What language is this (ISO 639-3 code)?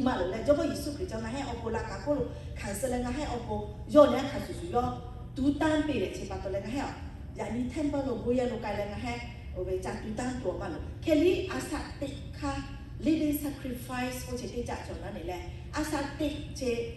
lhu